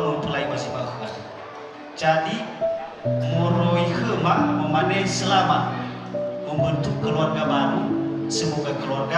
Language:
Nias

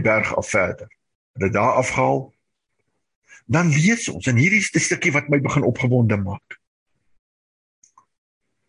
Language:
Afrikaans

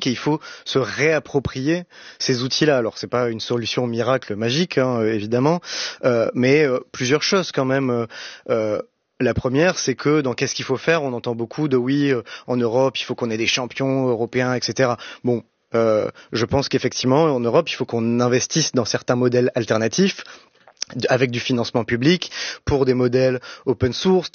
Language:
French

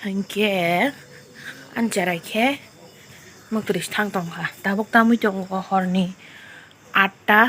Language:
Kok Borok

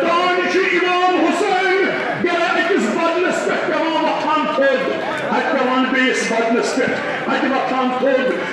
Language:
Kashmiri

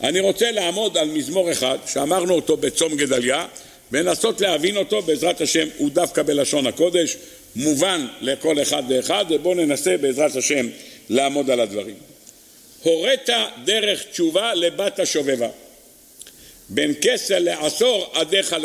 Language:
Hebrew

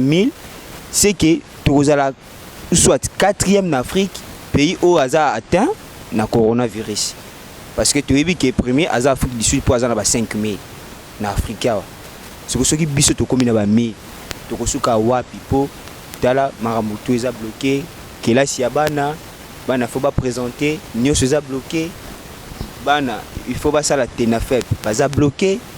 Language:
Lingala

